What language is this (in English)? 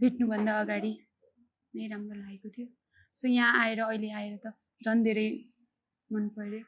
Nepali